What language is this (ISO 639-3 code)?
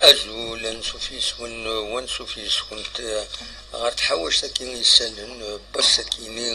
kab